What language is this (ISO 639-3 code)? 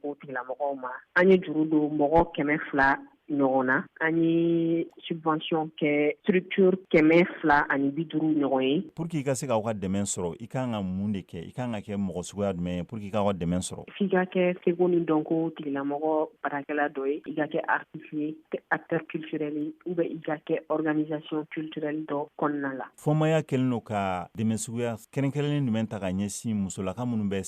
bam